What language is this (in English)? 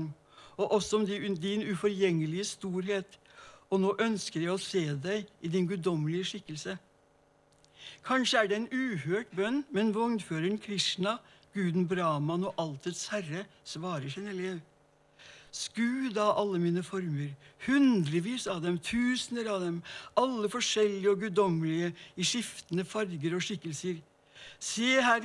Norwegian